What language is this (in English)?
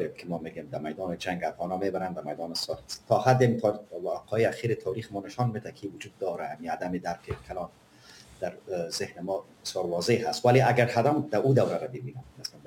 Persian